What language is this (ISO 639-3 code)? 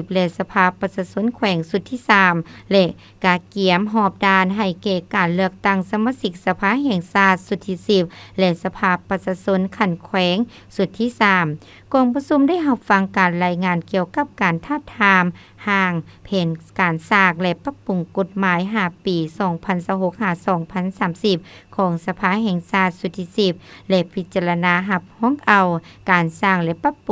lao